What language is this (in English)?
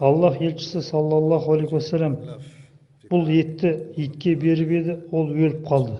Kazakh